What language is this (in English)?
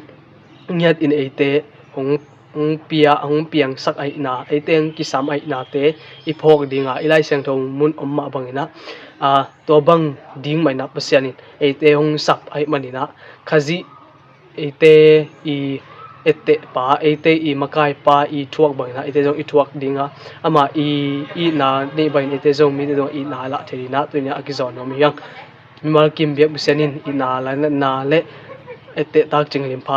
Tedim Chin